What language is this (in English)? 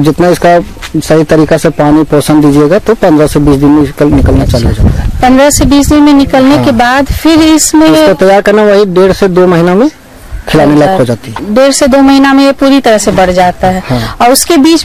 Hindi